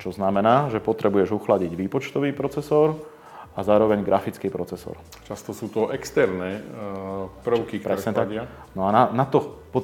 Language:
Slovak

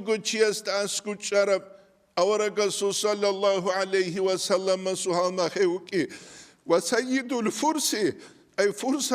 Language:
Avaric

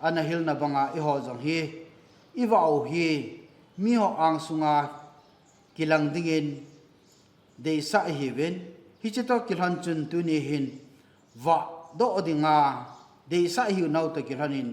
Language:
Thado Chin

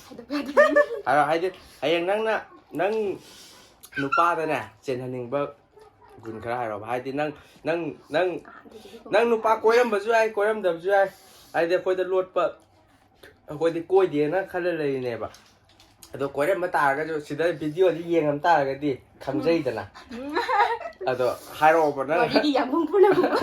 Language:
Manipuri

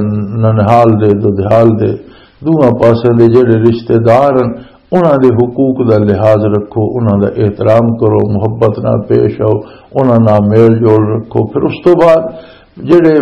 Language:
Western Panjabi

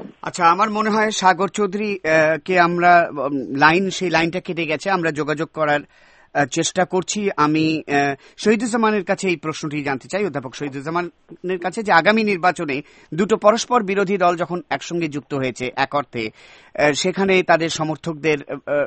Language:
Bangla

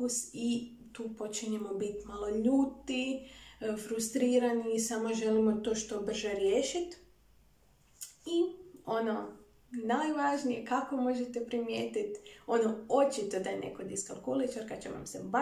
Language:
Croatian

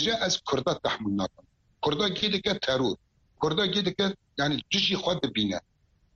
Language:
Kurdish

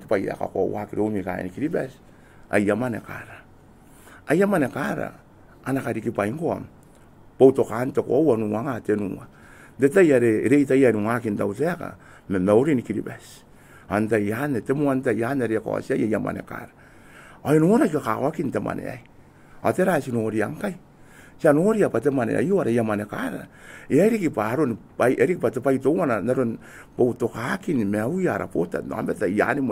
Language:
Gilbertese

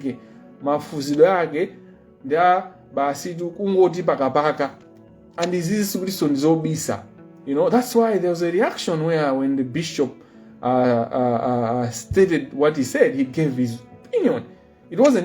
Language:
Nyanja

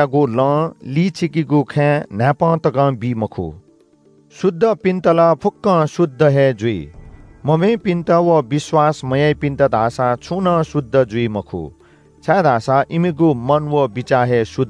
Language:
Newari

